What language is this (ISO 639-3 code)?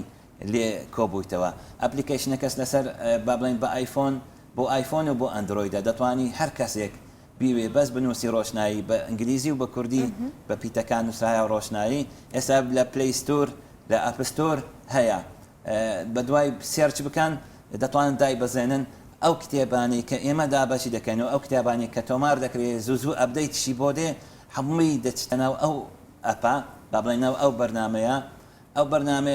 ckb